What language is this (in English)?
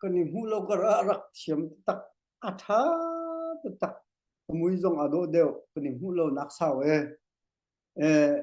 Hakha Chin